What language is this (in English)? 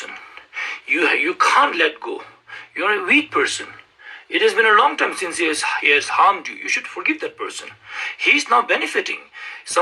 Ladakhi